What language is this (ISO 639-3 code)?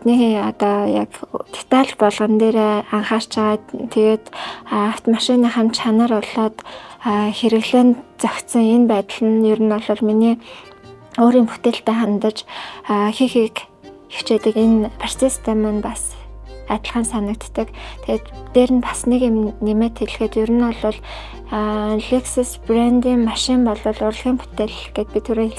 mon